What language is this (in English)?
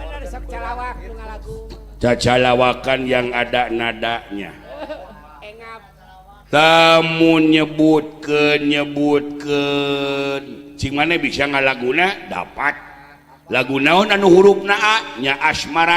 Sundanese